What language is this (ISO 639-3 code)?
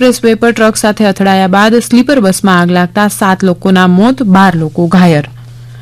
guj